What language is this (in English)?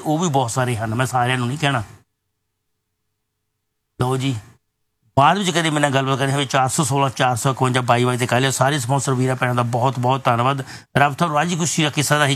Punjabi